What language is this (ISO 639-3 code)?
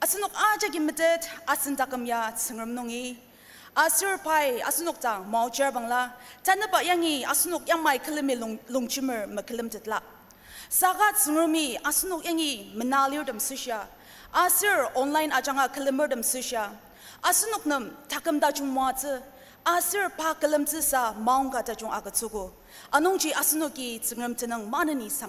njo